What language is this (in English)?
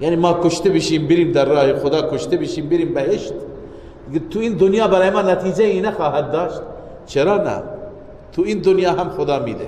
Persian